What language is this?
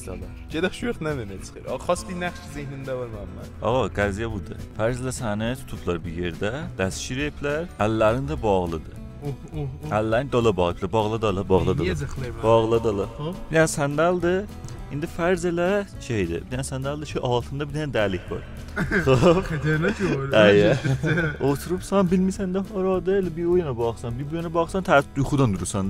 South Azerbaijani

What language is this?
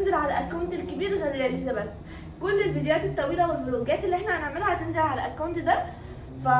Egyptian Arabic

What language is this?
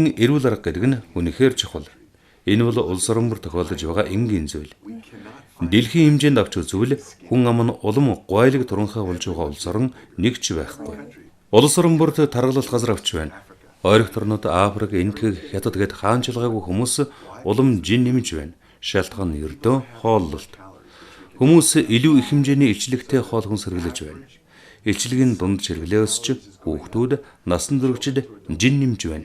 Mongolian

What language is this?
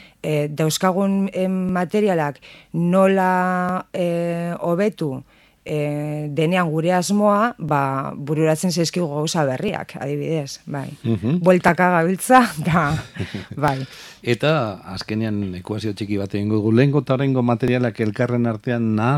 Basque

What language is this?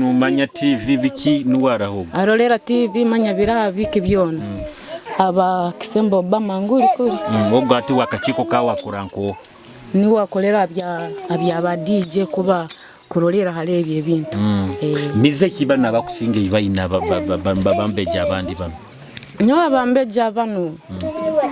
Nyoro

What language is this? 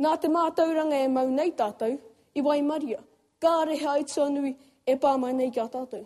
Māori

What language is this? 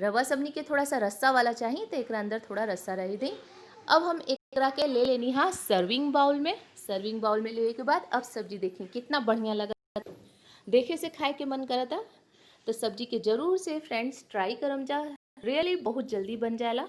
Bhojpuri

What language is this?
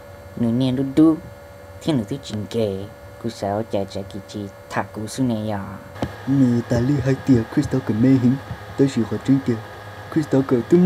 Hmong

